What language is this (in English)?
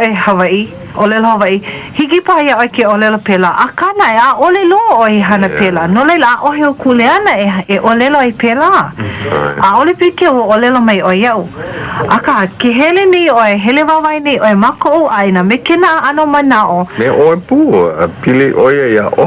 Hawaiian